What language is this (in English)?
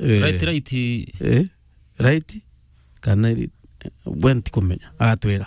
Meru